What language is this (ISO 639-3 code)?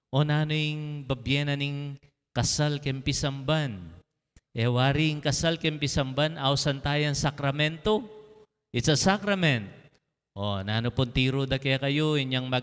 pam